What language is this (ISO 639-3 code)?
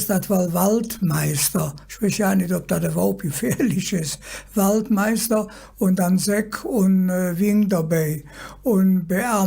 ksh